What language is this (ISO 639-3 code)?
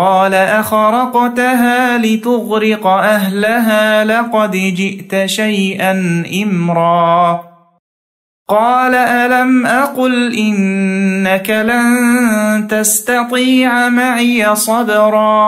ara